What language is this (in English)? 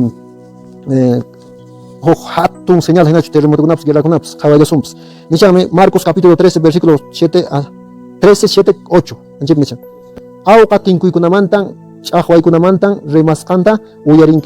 Quechua